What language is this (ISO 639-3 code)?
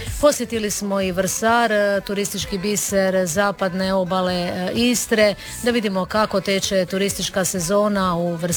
hrv